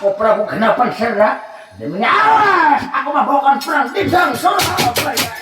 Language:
Banjar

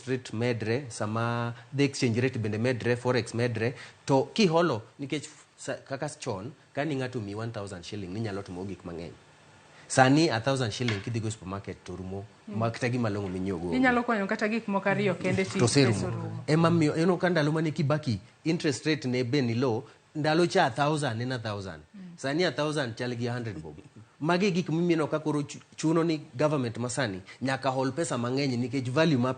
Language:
Luo (Kenya and Tanzania)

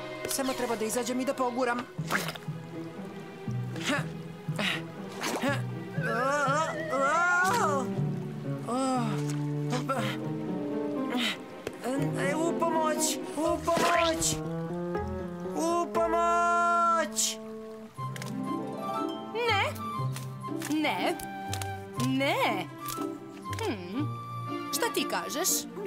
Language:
Serbian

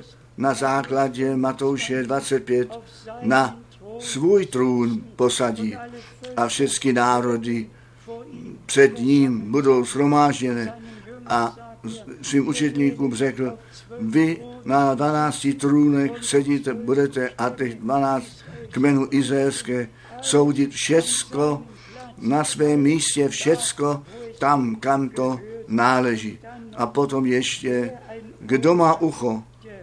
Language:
Czech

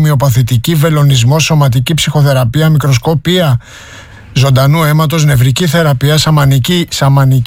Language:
Greek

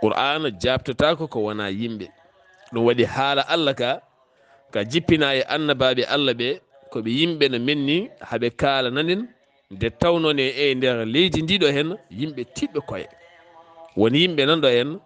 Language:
Fula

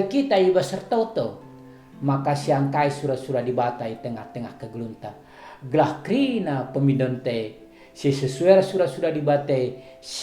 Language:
Batak Karo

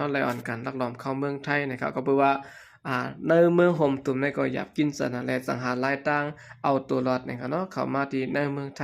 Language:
Shan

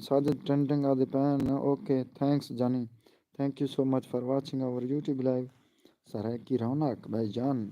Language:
Saraiki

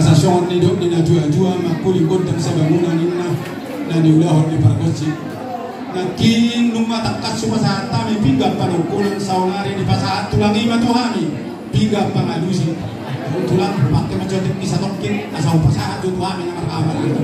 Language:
Batak Toba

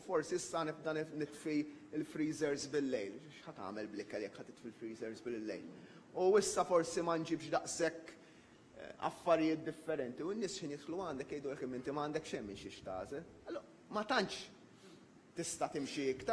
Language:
Maltese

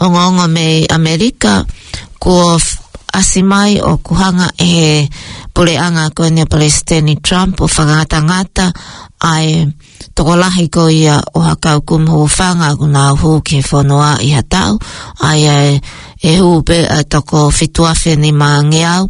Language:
Tongan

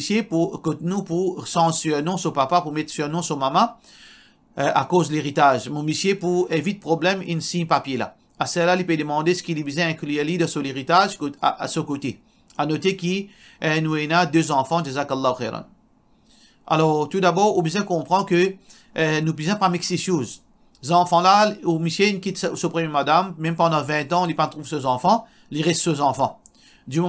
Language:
Morisyen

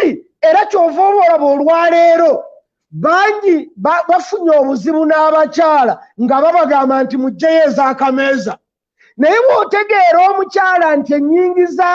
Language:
Ganda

